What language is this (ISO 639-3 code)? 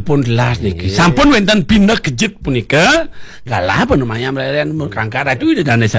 ban